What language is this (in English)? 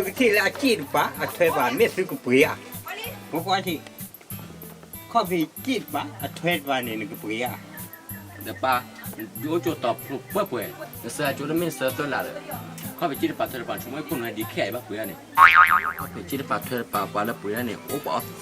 S'gaw Karen